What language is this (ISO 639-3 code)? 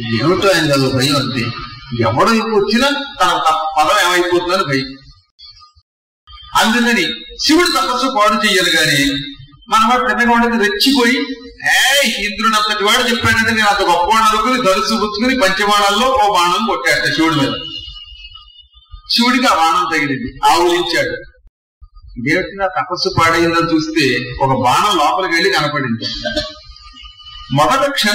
tel